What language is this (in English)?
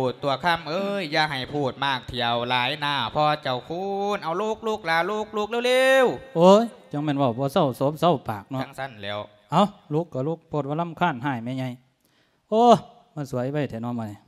Lao